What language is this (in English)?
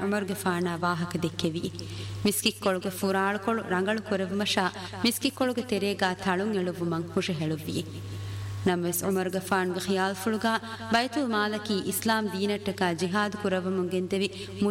Divehi